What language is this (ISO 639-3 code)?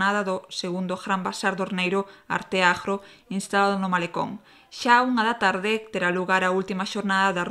glg